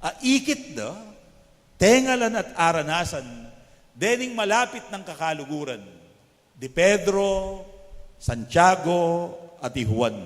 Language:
Pampanga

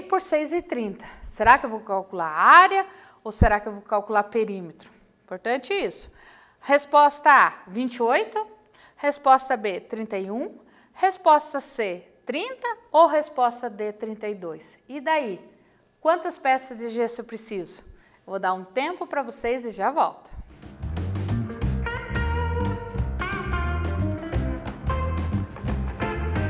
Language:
Portuguese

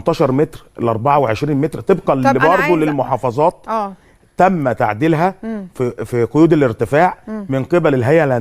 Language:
Egyptian Arabic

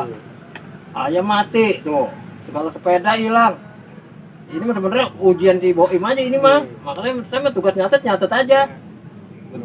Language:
Betawi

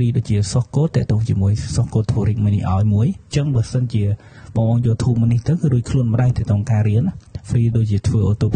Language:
Khmer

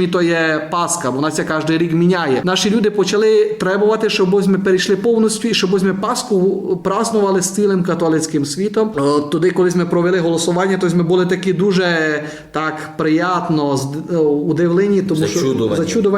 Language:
Rusyn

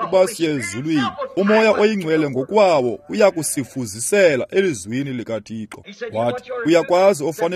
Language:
Xhosa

